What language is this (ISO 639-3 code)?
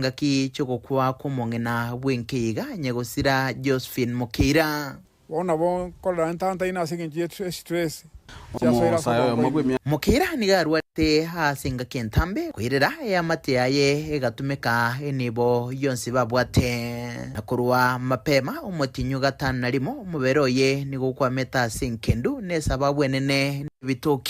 guz